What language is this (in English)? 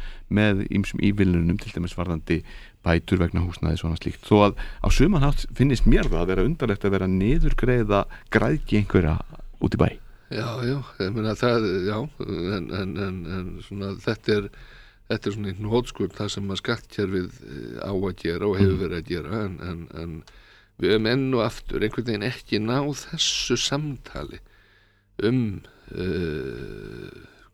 Icelandic